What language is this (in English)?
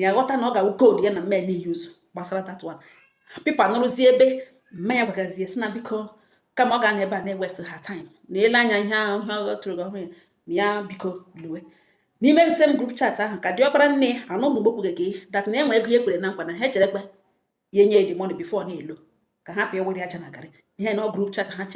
Igbo